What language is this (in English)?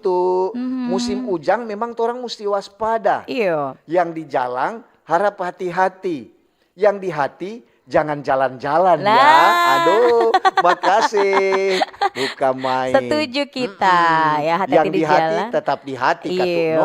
Manado Malay